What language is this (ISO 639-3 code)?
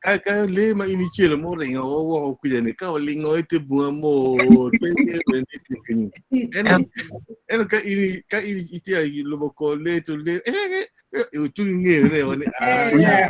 ach